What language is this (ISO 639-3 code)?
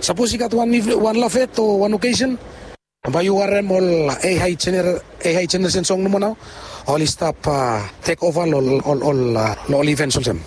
bis